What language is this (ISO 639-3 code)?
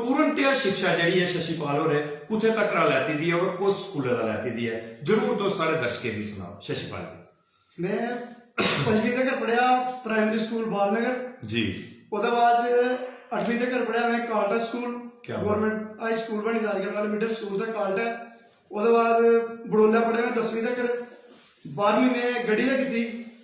doi